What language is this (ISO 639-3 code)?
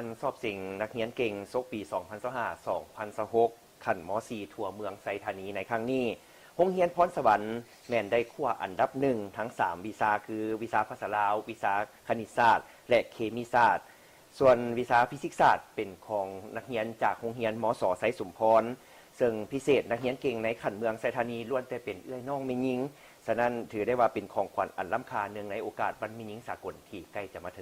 lao